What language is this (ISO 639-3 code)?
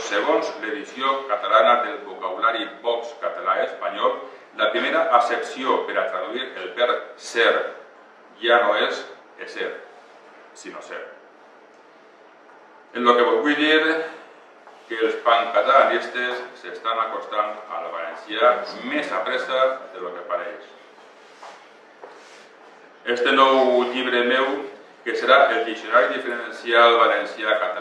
cat